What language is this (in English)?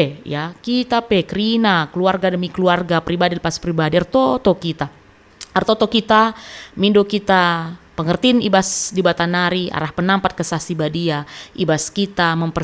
Batak Karo